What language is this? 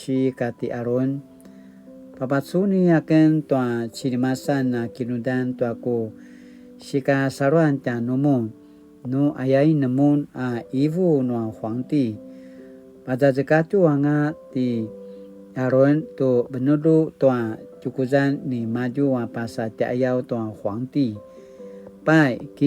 Paiwan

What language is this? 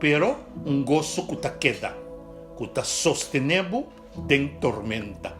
Papiamento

